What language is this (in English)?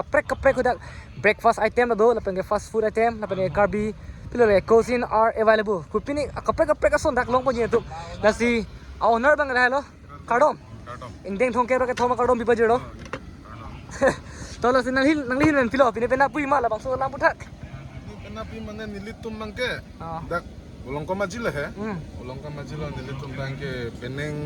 Karbi